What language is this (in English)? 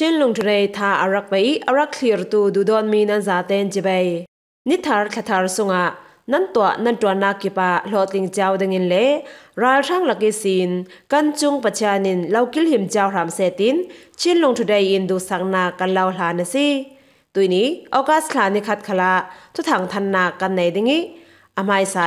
Falam Chin